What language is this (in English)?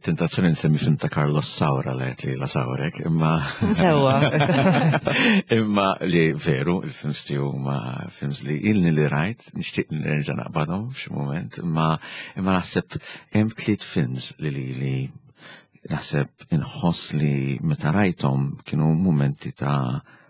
Maltese